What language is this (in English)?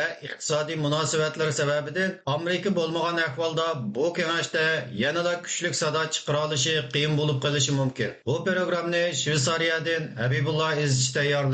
Uyghur